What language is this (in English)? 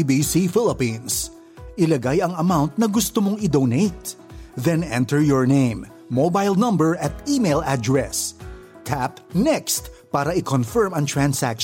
Filipino